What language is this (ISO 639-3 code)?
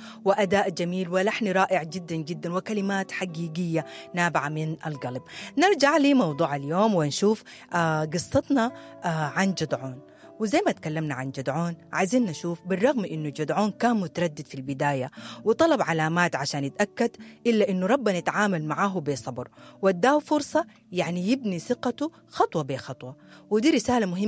apd